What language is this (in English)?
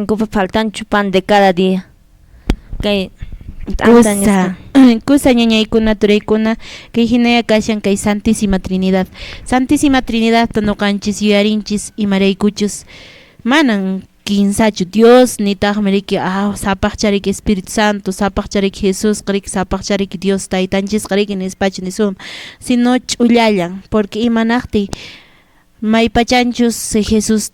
Quechua